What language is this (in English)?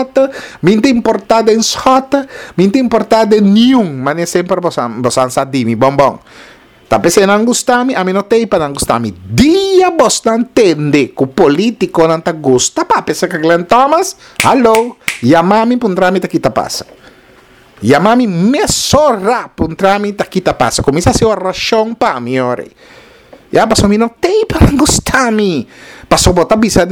Papiamento